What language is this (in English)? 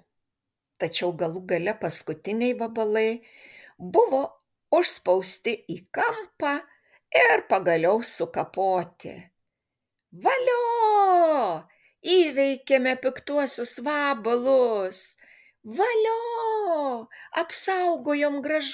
Lithuanian